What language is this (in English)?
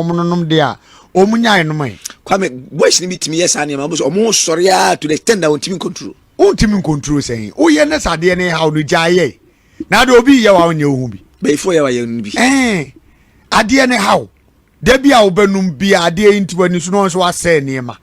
Akan